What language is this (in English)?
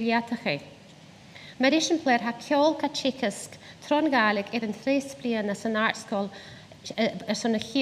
Scottish Gaelic